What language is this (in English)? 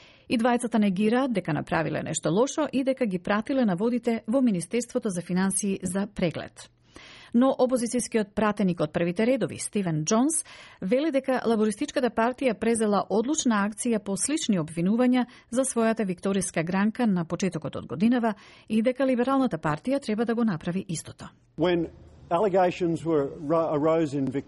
Macedonian